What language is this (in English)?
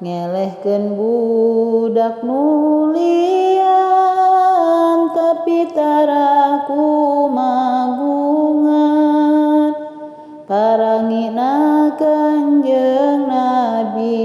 Sundanese